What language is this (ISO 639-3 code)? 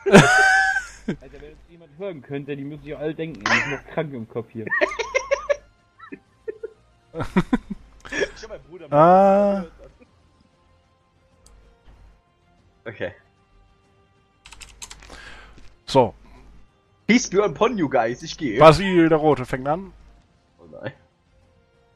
deu